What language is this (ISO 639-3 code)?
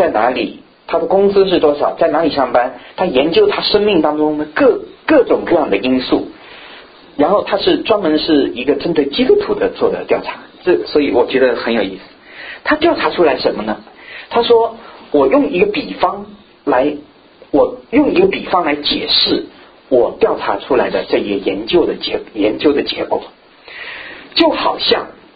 zho